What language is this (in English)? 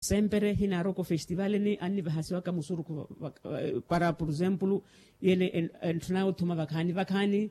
Makhuwa